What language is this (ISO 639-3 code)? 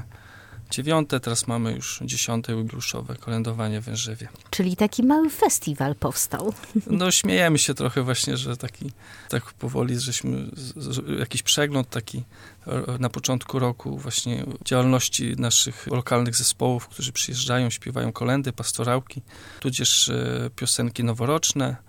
pol